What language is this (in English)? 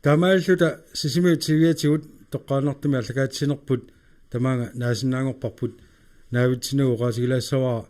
Kalaallisut